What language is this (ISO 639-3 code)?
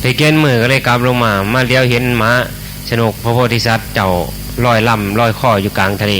tts